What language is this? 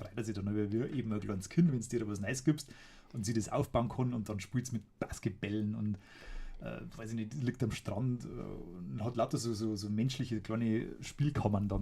Bavarian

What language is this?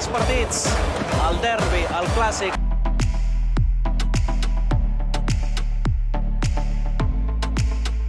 Catalan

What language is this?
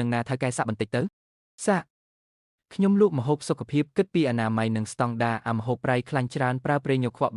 Khmer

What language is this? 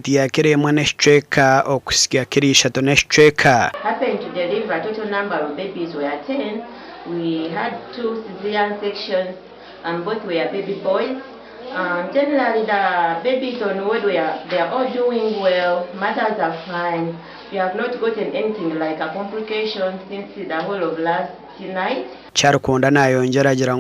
Nyankole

